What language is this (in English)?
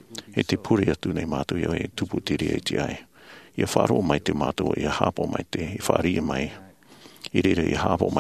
Tahitian